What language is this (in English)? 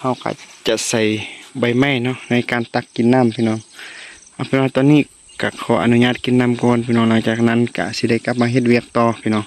Lao